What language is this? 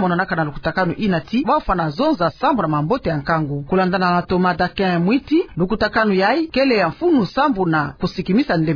Kituba (Democratic Republic of Congo)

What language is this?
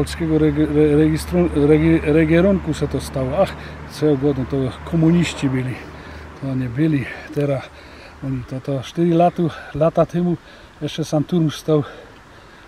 Silesian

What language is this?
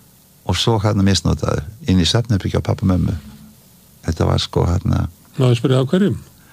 Icelandic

